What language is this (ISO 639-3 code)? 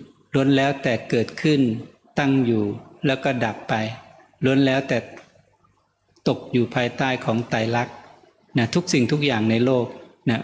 tha